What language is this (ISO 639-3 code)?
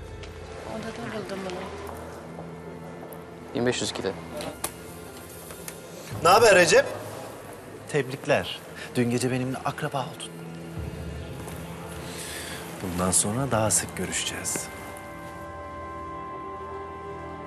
tur